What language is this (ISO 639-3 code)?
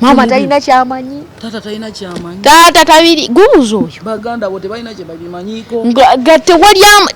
lug